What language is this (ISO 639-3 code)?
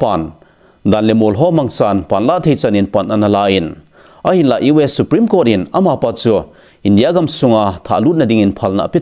tcz